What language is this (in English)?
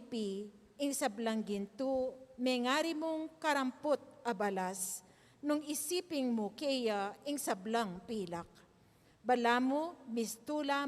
Pampanga